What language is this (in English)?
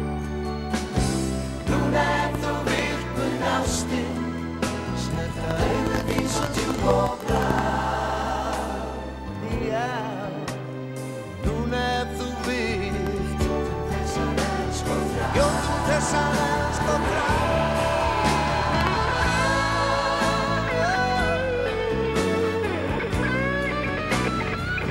Icelandic